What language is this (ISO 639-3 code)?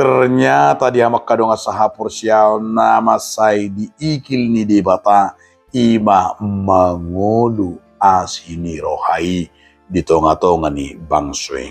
bbc